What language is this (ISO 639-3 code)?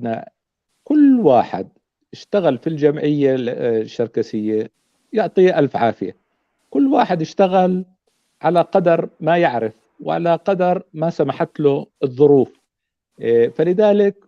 apc